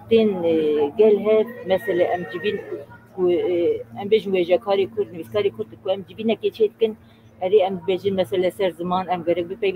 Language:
Kurdish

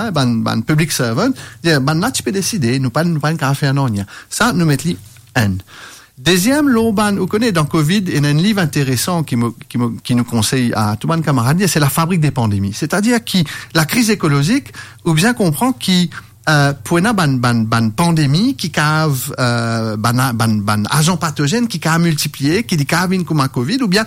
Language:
Morisyen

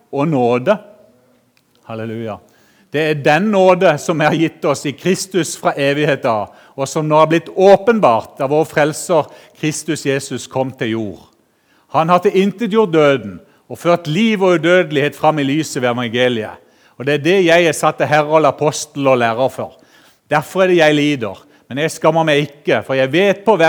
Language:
Norwegian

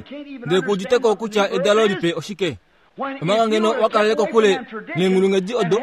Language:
Kuanyama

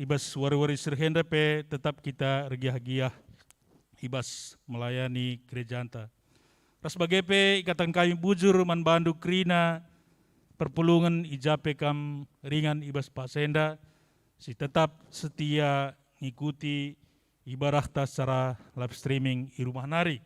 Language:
Batak Karo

